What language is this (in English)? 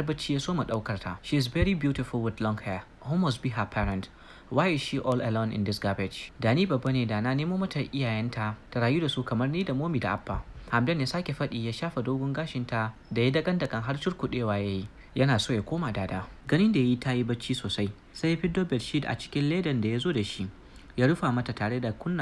Hausa